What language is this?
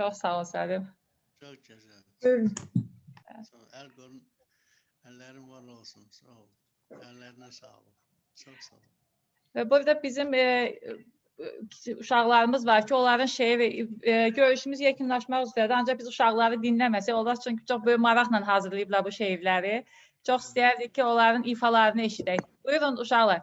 Azerbaijani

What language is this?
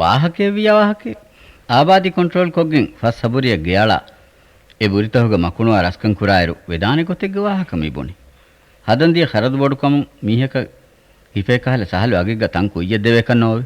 Divehi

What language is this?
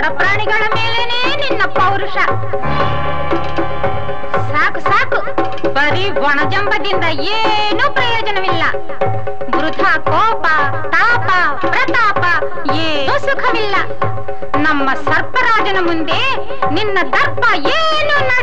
Kannada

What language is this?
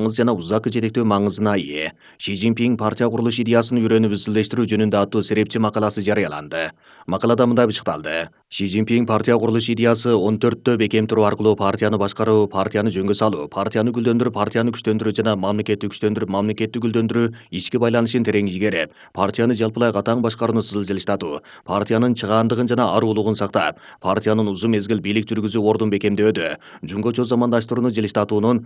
Kyrgyz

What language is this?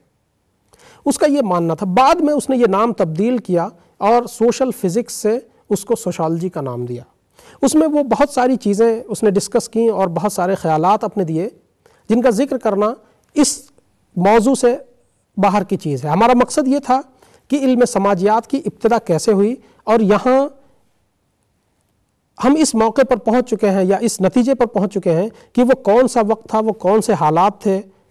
Urdu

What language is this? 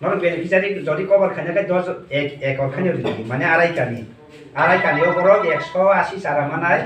Kok Borok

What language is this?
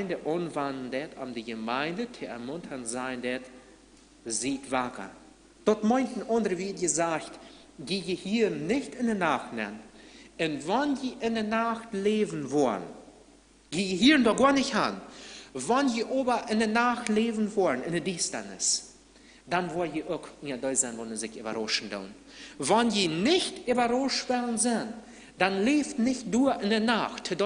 Plautdietsch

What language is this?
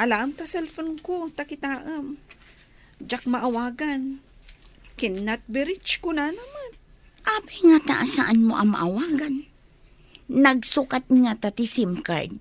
Iloko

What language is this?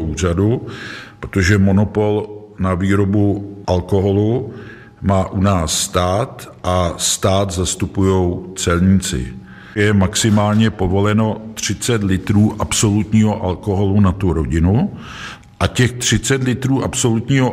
Czech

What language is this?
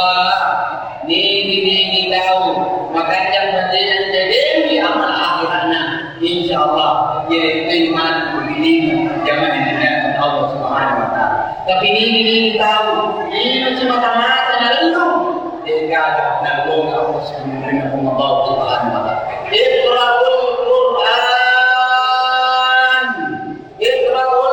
Buginese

